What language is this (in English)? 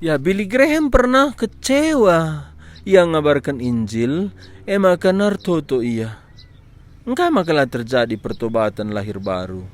Batak Karo